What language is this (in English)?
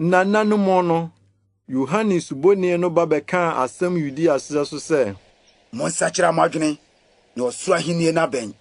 Akan